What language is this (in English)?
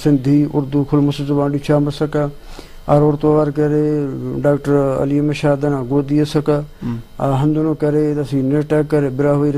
Brahui